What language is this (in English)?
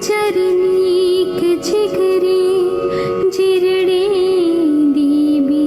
Dogri